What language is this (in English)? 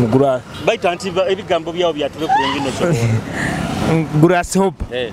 Nyoro